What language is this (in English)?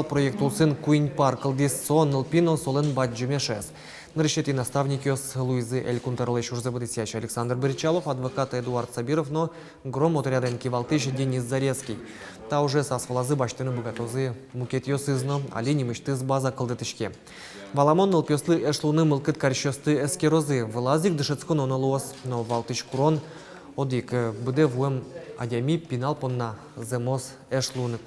Udmurt